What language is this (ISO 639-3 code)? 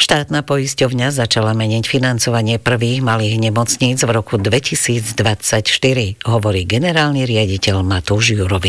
slk